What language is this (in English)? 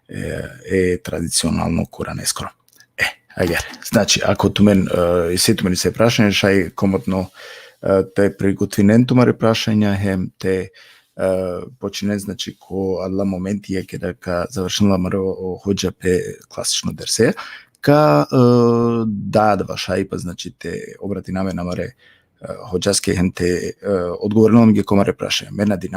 Balkan Romani